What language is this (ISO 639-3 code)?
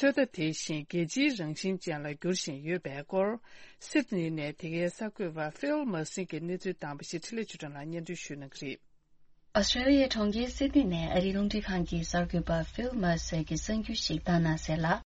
bod